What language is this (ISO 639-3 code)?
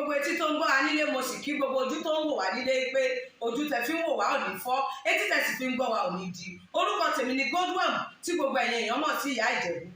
yor